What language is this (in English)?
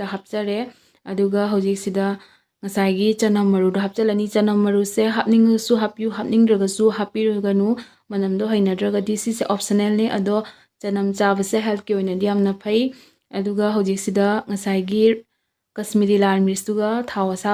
Manipuri